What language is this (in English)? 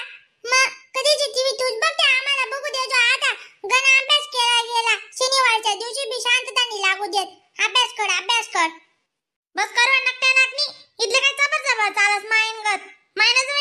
Khandesi